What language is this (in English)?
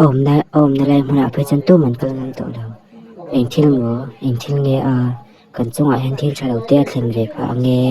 Mizo